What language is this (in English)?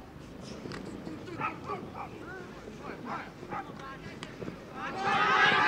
Serbian